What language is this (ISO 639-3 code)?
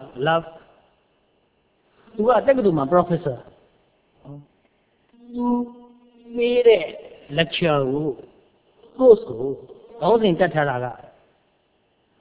mya